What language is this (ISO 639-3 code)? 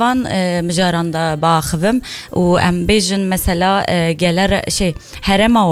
kur